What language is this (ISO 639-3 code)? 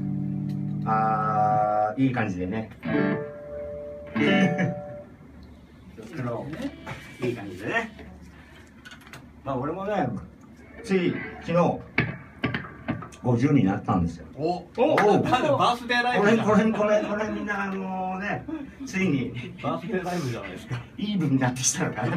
jpn